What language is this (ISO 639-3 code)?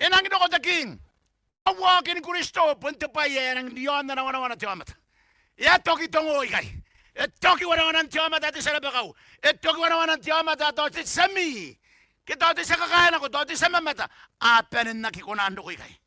gil